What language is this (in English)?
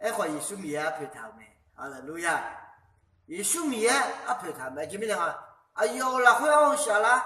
Akha